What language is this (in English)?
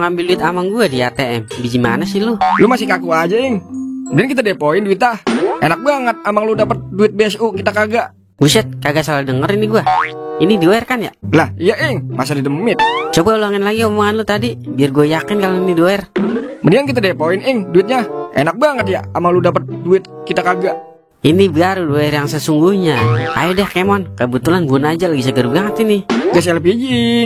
Betawi